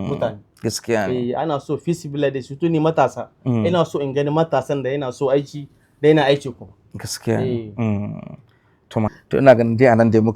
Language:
Hausa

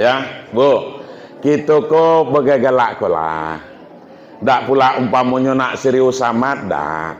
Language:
Minangkabau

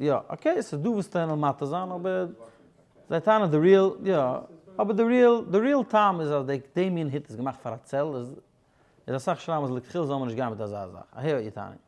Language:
Yiddish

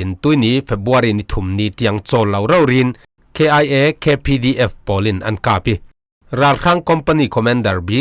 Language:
Falam Chin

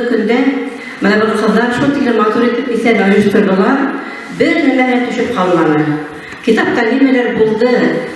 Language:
Bashkir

